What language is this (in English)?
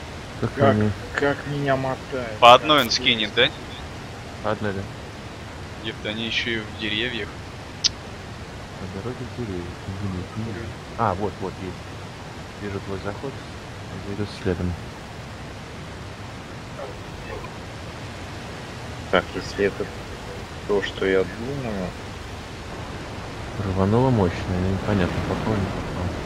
Russian